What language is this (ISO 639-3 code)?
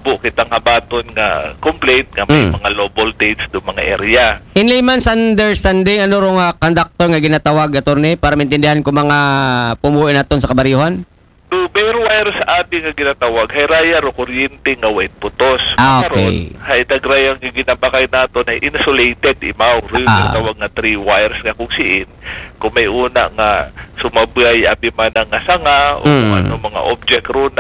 akl